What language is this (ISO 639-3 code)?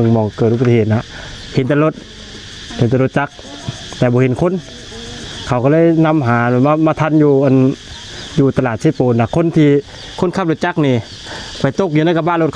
lao